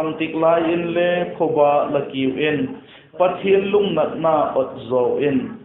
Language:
Vaiphei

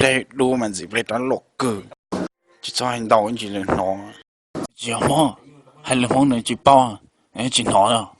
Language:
Hmong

